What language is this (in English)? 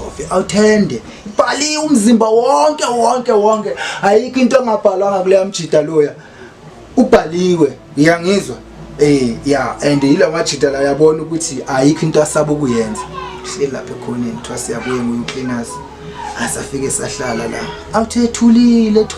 Zulu